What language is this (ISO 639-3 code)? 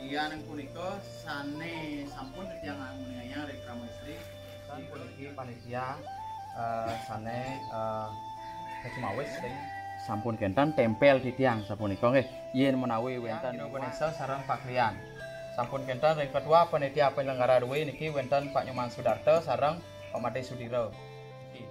ban